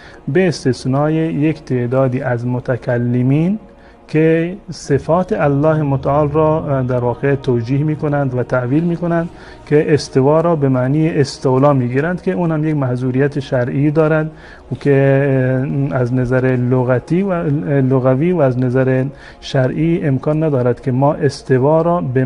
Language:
Persian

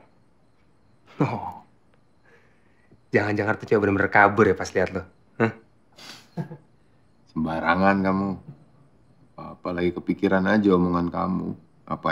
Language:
Indonesian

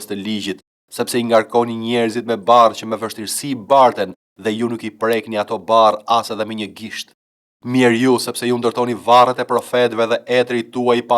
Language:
Albanian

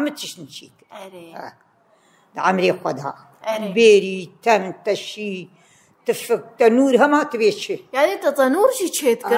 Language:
Kurdish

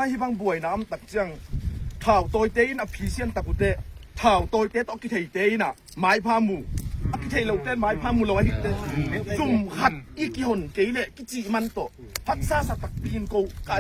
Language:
Tedim Chin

